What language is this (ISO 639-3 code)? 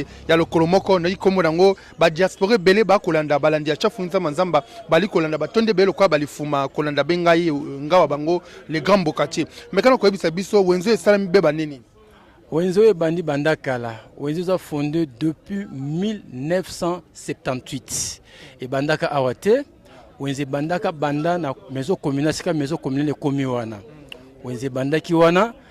lin